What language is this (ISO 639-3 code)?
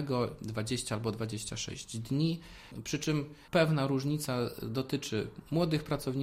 pol